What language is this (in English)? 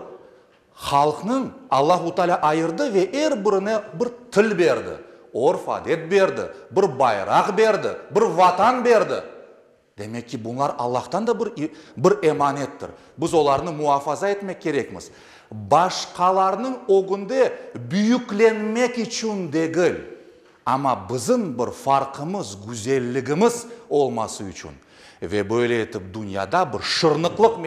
Crimean Tatar